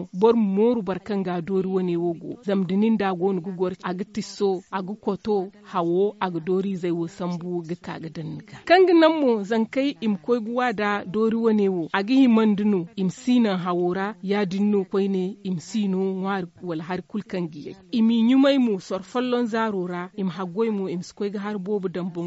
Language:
Zarma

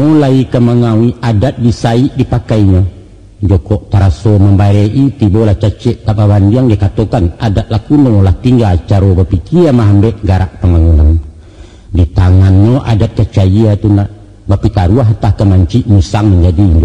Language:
Minangkabau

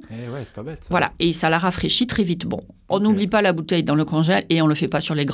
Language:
French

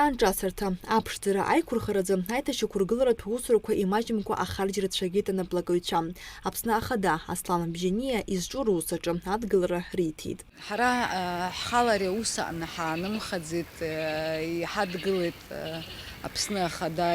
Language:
Abkhazian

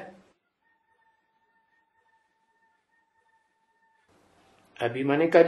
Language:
Hindi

